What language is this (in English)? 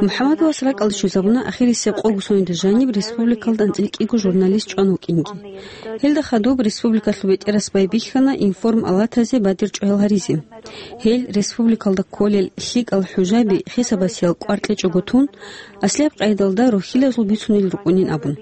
Avaric